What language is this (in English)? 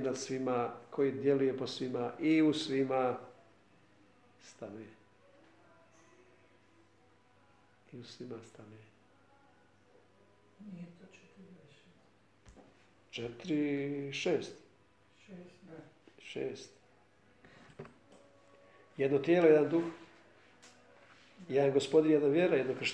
Croatian